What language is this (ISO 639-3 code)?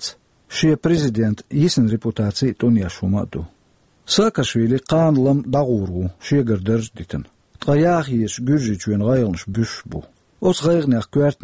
che